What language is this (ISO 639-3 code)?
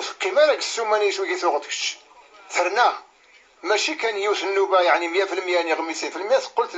kab